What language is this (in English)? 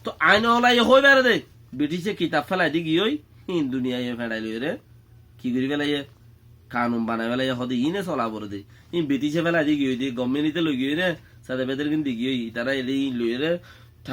Rohingya